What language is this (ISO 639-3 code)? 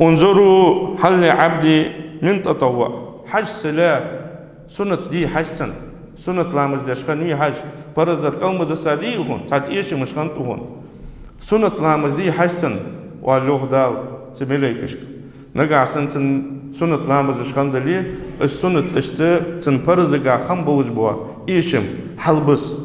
inh